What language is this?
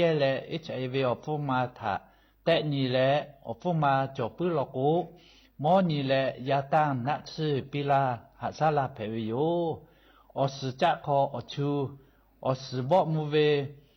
Lahu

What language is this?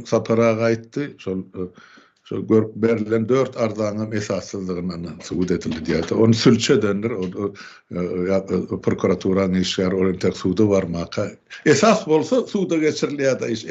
Turkmen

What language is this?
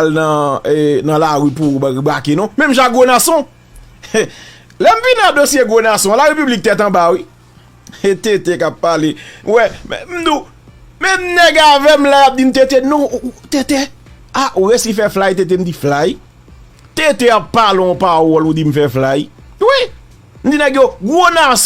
Haitian Creole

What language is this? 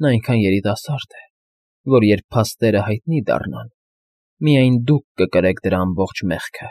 Armenian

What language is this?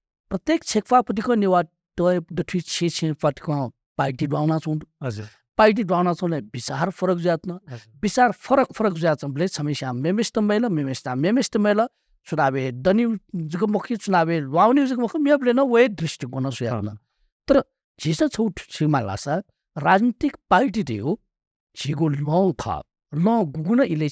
Newari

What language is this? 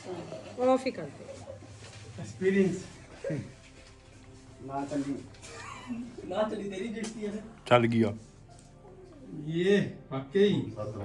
Punjabi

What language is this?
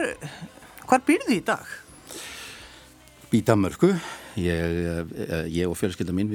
Icelandic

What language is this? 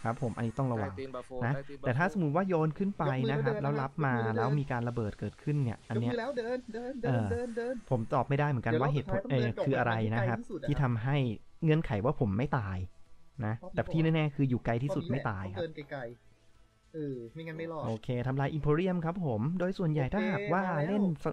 Thai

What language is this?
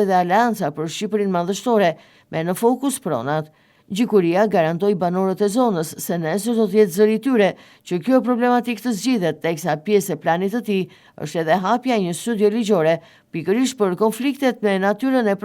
Albanian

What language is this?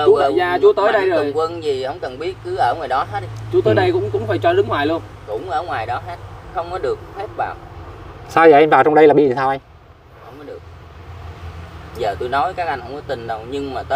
Vietnamese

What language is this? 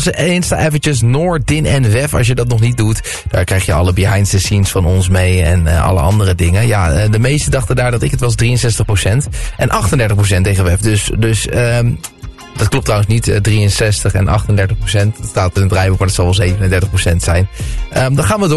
Dutch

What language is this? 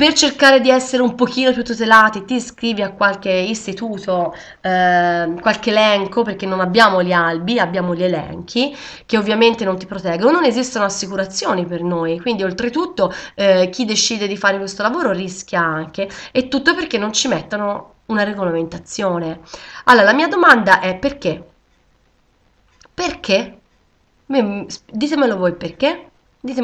Italian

